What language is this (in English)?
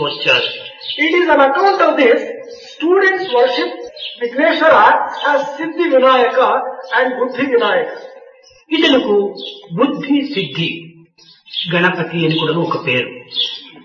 Telugu